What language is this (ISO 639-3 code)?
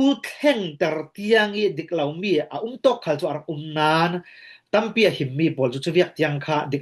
cfm